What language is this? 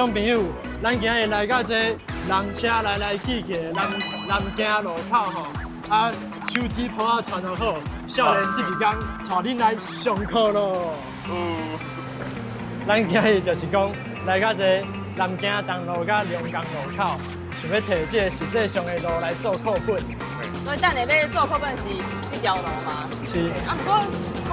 Min Nan Chinese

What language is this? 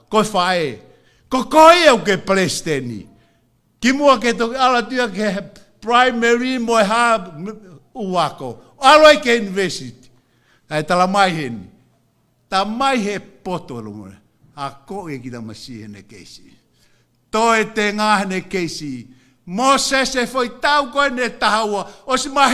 Tongan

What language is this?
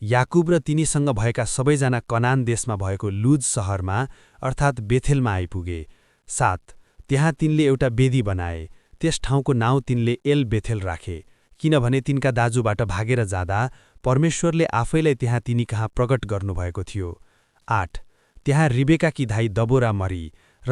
Nepali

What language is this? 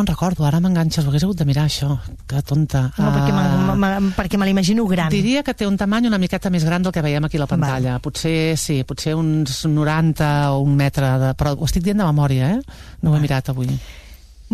Catalan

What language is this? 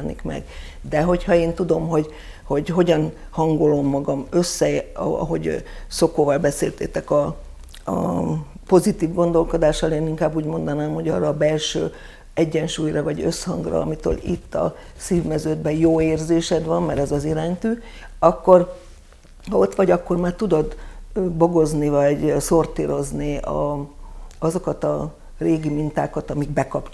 Hungarian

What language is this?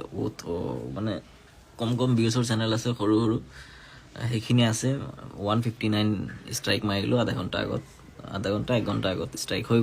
Assamese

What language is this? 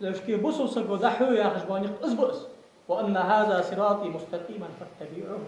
Ingush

